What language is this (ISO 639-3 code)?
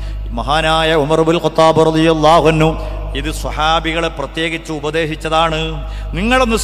mal